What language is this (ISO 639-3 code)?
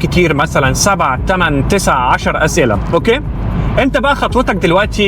arz